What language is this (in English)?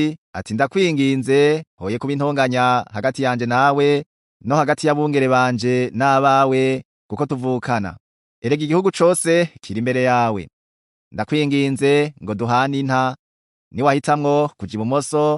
Rundi